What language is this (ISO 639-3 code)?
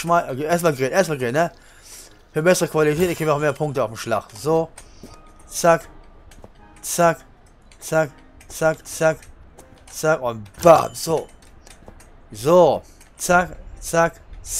deu